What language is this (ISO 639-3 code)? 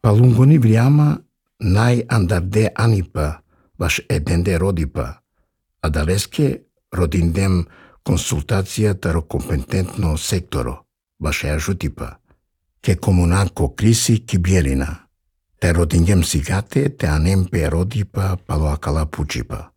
srp